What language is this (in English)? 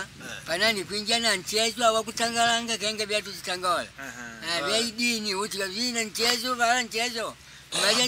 Makonde